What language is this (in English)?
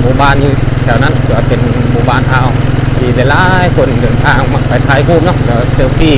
Lao